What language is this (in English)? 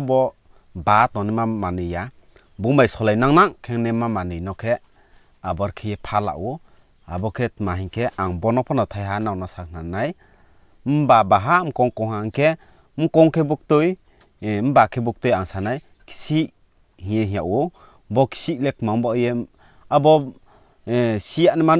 Riang (India)